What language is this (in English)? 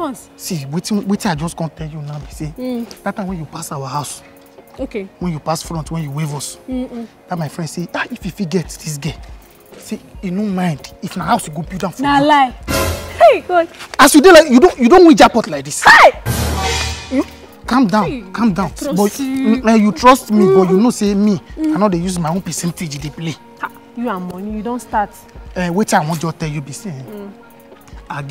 Nigerian Pidgin